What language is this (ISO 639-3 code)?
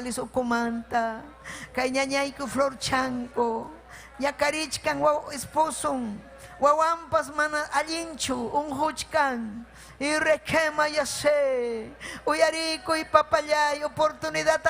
quy